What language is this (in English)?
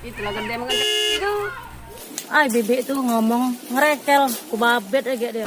Musi